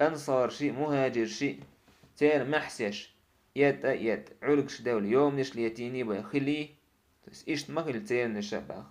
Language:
Chechen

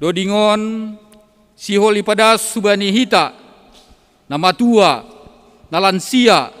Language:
Batak Simalungun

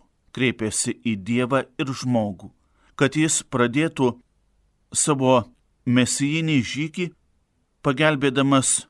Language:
Lithuanian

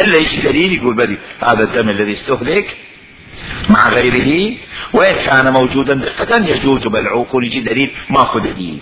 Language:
Mesopotamian Arabic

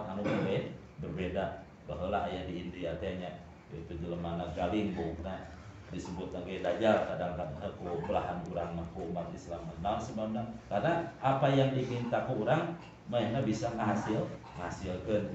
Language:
Sundanese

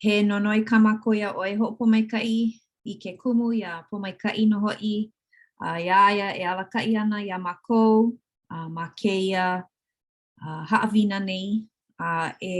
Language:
Hawaiian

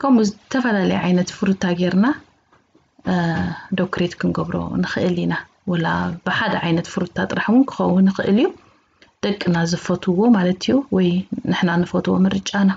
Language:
Tigrinya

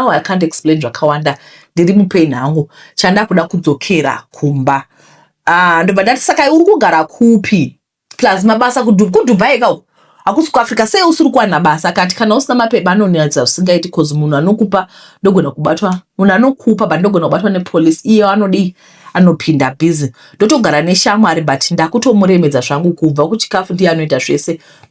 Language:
Shona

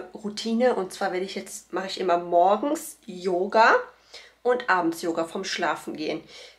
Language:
German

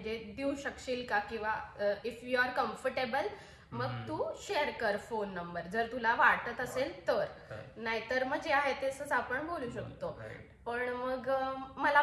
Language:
Marathi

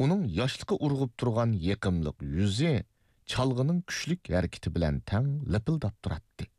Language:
Uyghur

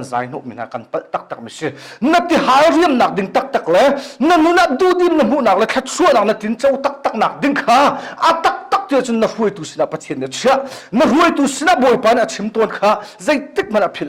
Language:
Hakha Chin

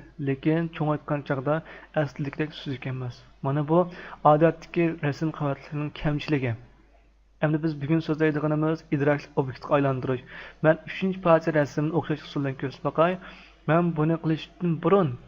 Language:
Uyghur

